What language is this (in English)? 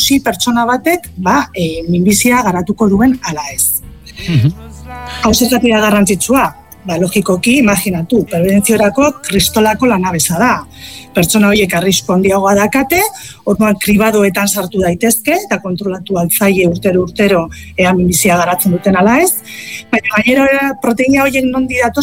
Basque